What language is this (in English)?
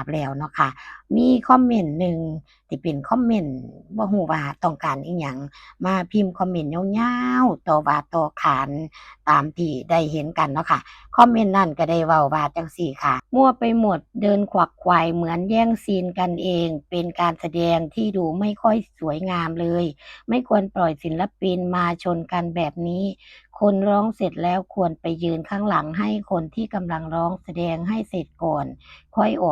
Northeastern Thai